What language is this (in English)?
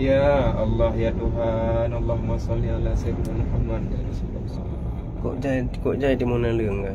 Achinese